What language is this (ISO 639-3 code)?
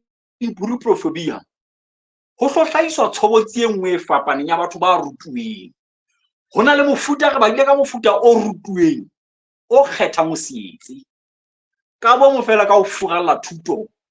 sot